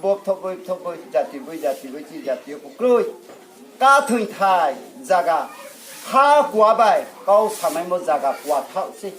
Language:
Riang (India)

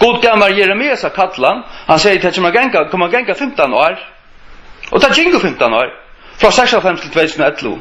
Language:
Faroese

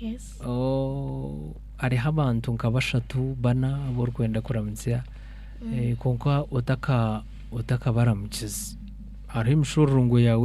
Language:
Nyankole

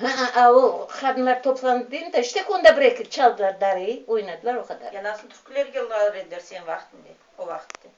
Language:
Crimean Tatar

